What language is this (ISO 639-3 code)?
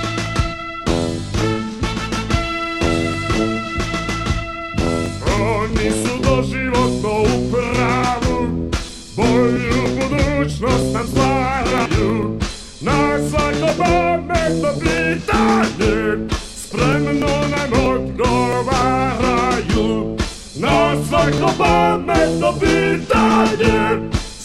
srp